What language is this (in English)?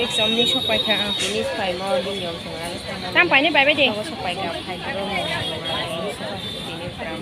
Kok Borok